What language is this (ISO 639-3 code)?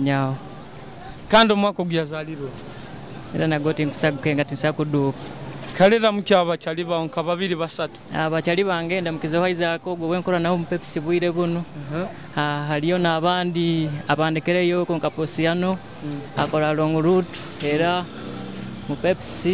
nyo